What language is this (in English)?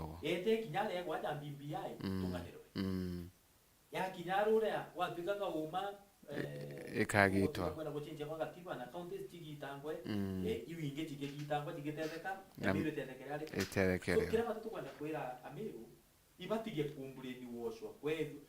Meru